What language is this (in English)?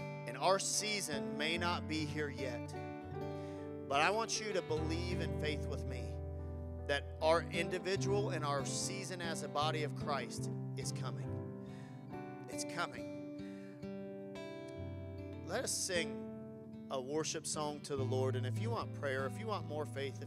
English